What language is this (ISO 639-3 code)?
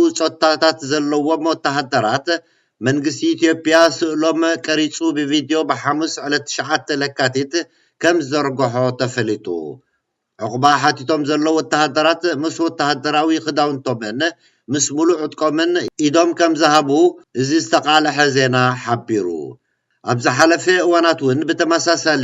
tir